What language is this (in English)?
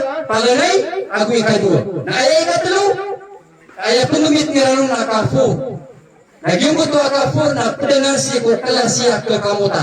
Maranao